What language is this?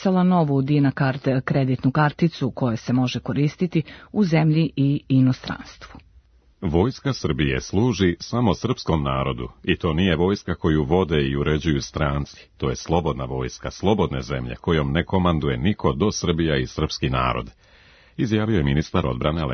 Serbian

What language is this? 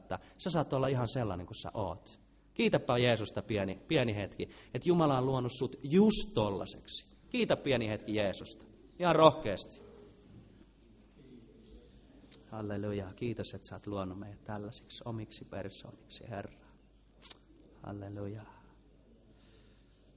Finnish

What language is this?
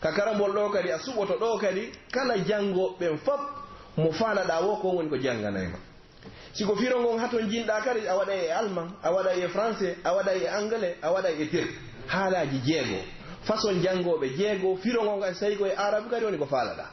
Pular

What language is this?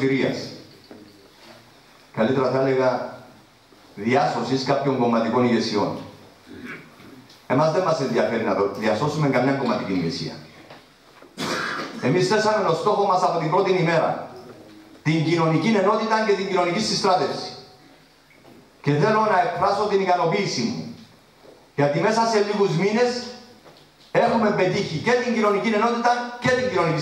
Greek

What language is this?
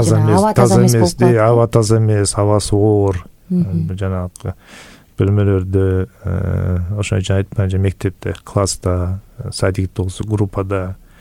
Kyrgyz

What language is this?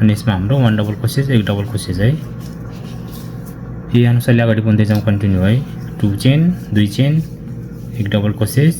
Nepali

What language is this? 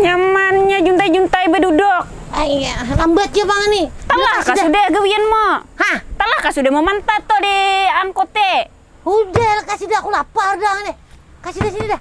Banjar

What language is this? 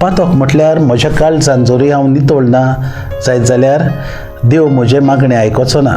Konkani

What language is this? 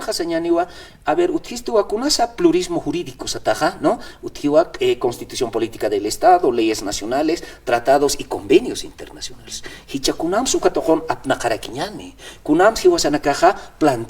Aymara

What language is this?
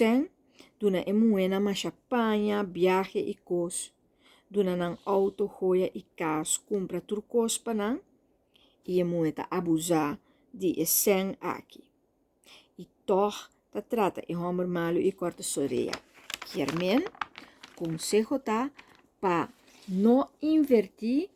Papiamento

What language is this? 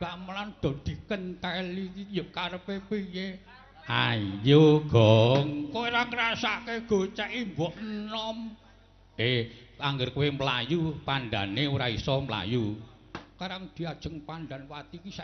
Javanese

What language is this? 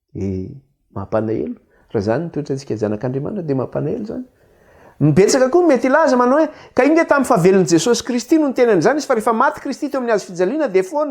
Malagasy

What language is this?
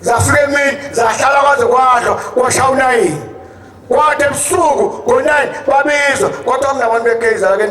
Zulu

